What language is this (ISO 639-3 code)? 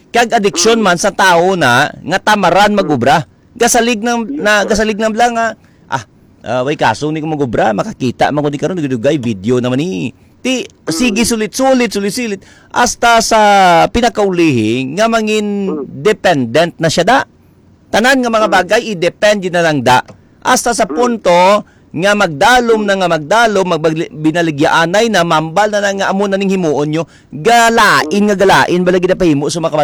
hil